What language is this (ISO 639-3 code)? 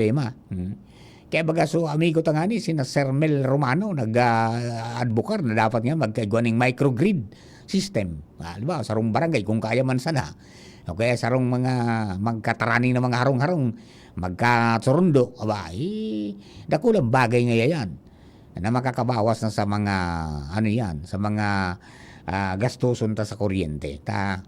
bik